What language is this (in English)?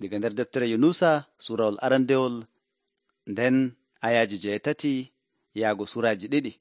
Nigerian Fulfulde